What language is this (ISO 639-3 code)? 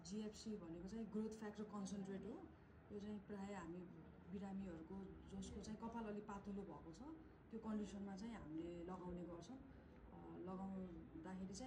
nep